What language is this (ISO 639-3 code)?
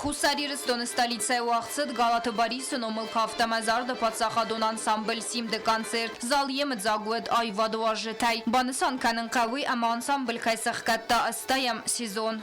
oss